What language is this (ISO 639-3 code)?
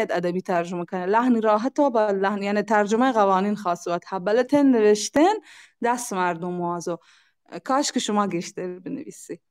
bal